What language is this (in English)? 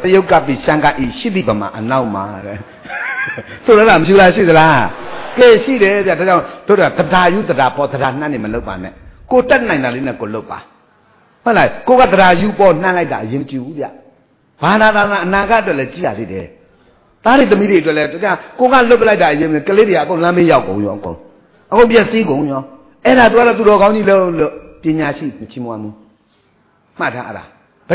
Burmese